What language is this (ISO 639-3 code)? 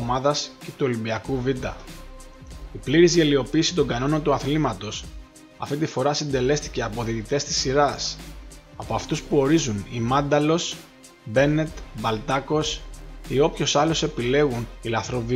ell